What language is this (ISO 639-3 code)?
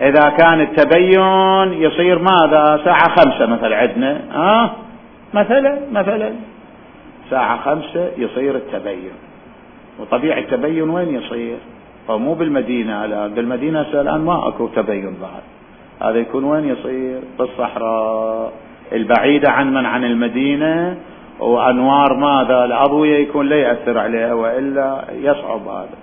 acm